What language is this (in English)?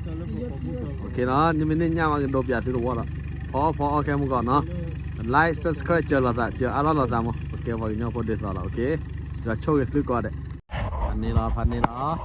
S'gaw Karen